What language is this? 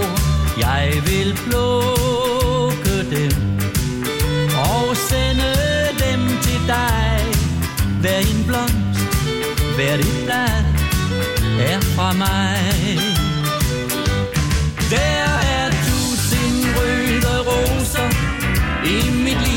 Danish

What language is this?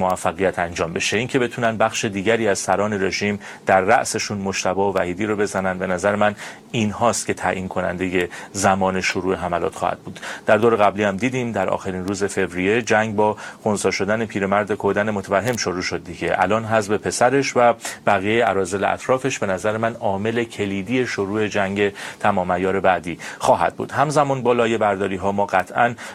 Persian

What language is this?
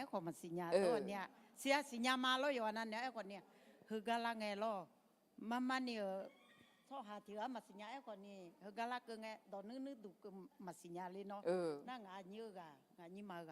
Akha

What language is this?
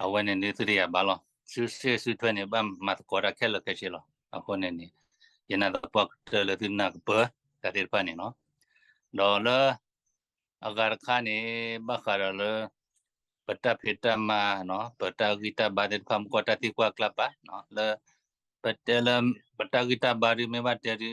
S'gaw Karen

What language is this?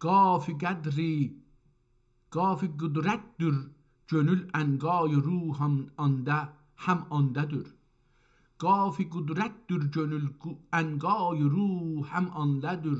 South Azerbaijani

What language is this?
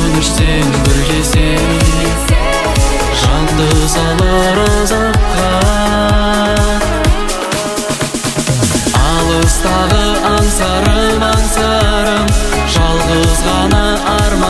Kazakh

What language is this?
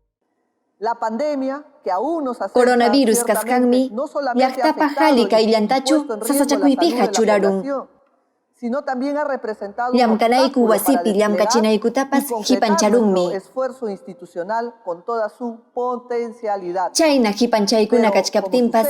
Ayacucho Quechua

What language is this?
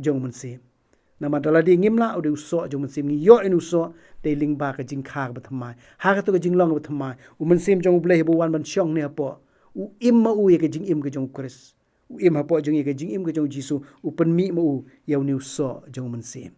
Khasi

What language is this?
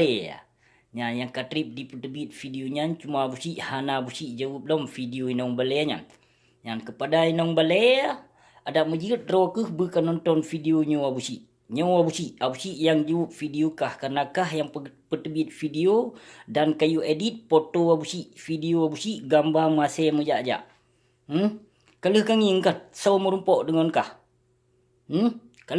Achinese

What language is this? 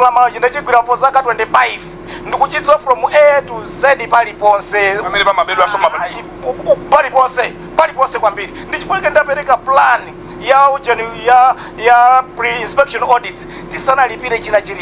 Nyanja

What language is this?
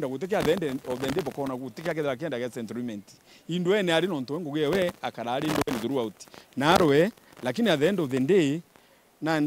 Meru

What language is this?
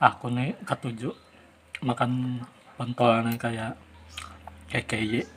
Banjar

